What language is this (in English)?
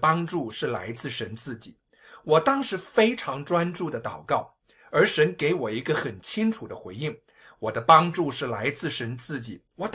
Chinese